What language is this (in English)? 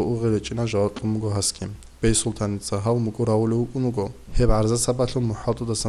Avaric